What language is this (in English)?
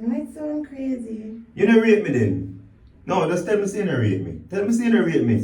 Jamaican Creole English